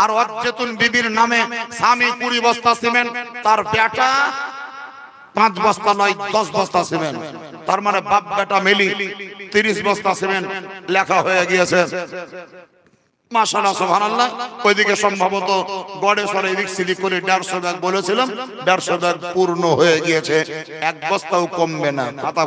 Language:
Bangla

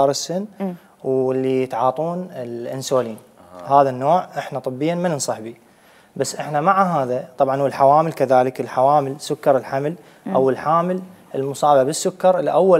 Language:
Mesopotamian Arabic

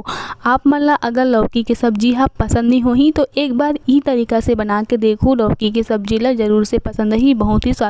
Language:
Chhattisgarhi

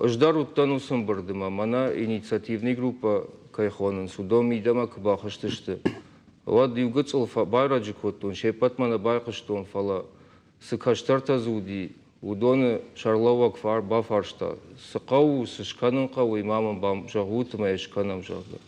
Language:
Ossetic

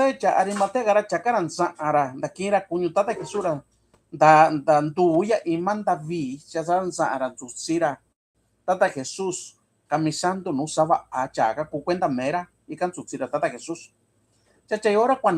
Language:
Mixtepec Mixtec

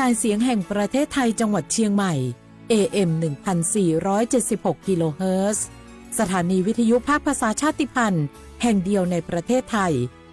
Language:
Lahu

